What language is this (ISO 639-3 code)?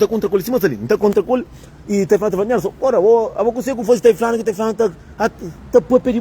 kea